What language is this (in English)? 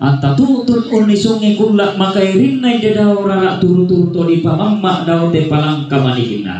Toraja-Sa'dan